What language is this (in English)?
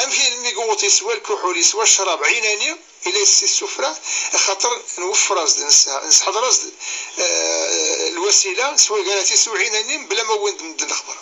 Kabyle